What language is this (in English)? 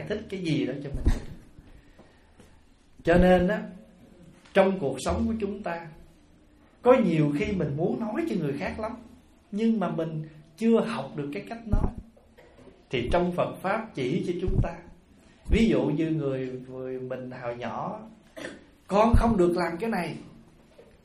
Vietnamese